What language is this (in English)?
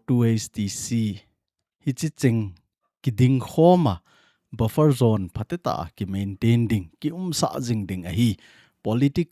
Thado Chin